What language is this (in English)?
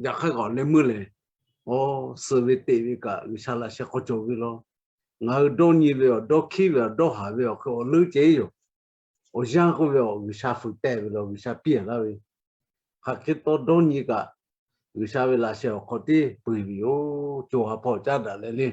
Lahu